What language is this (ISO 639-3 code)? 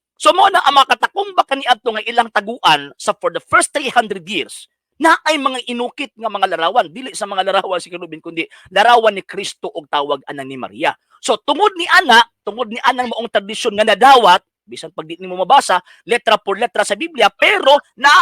ceb